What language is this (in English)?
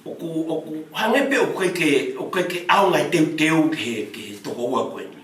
Tongan